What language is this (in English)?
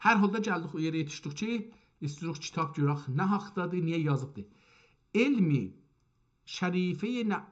South Azerbaijani